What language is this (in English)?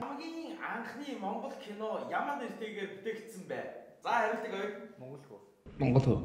Mongolian